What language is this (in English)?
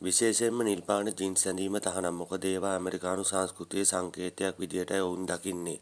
Sinhala